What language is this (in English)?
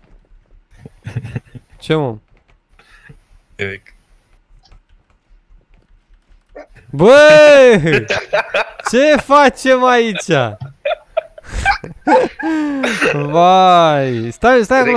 Romanian